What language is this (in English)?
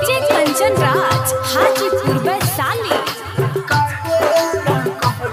Bhojpuri